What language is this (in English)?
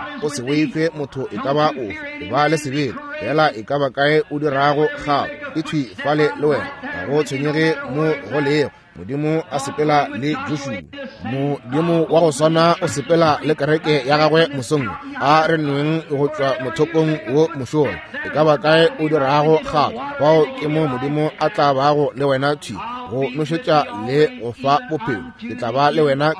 Northern Sotho